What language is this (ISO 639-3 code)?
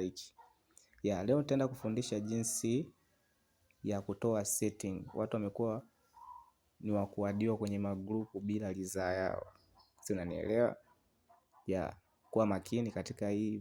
swa